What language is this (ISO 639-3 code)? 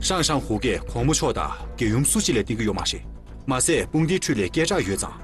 bod